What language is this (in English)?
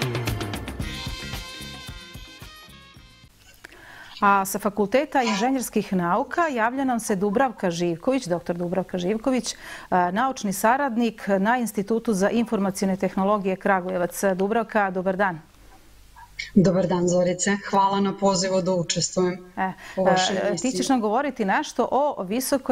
Serbian